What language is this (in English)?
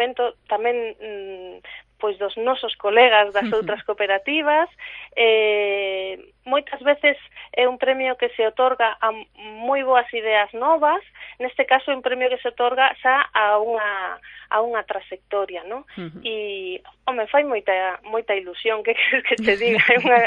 Galician